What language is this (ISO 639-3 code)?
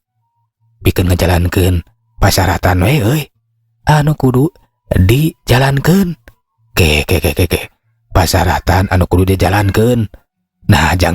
sun